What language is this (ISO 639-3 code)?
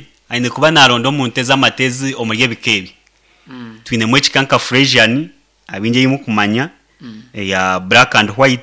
nyn